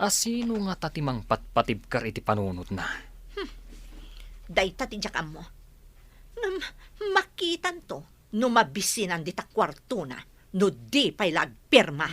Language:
Iloko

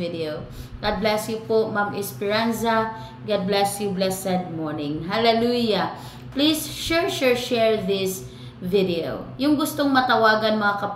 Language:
Filipino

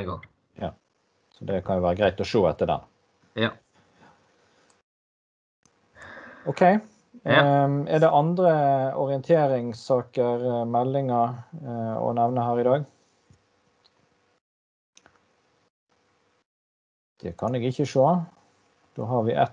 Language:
Norwegian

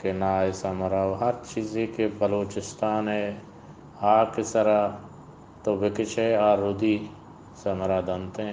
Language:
Eastern Balochi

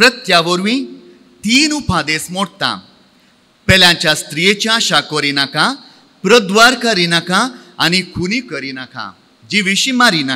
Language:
Konkani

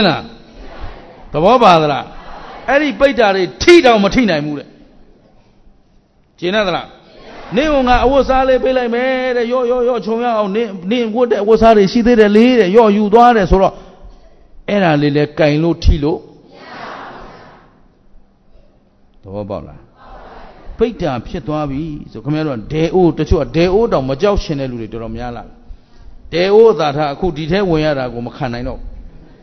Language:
Burmese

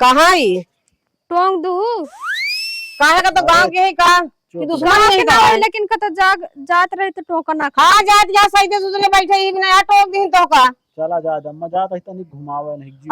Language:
Awadhi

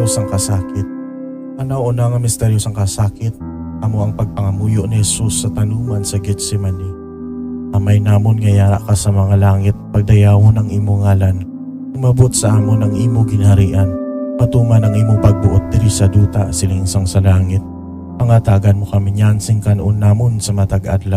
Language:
Hiligaynon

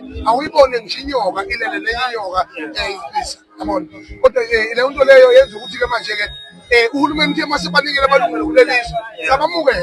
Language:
Zulu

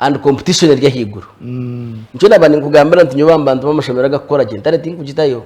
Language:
Nyankole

